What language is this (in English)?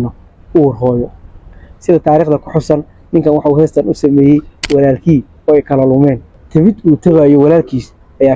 Somali